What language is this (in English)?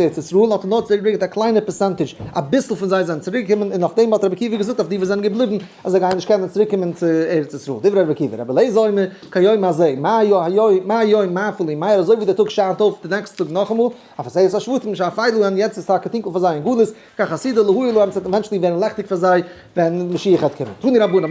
Yiddish